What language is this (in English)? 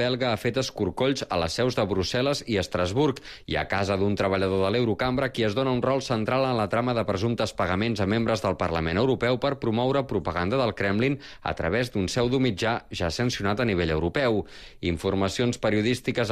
Catalan